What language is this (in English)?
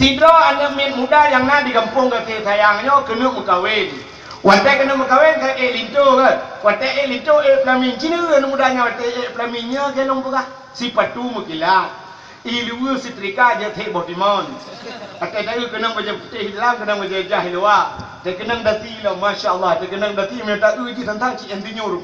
Achinese